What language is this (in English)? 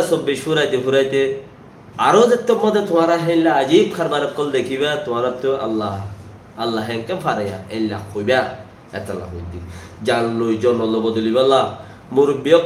Rohingya